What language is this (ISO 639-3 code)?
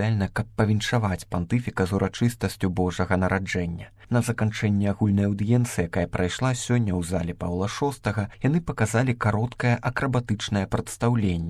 bel